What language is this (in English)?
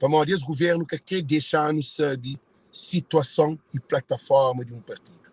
Kabuverdianu